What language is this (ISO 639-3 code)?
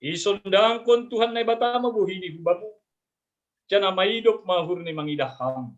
bts